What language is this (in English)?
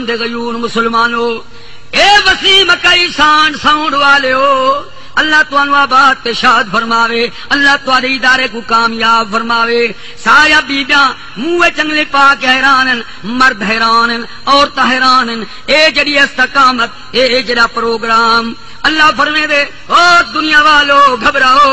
Saraiki